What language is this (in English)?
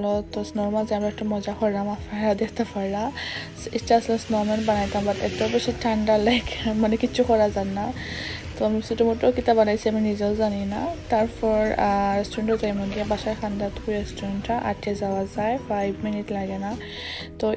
Sylheti